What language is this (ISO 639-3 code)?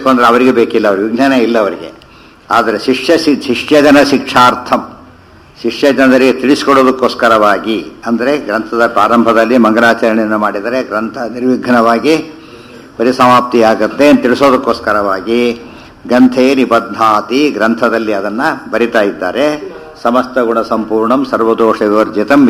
kan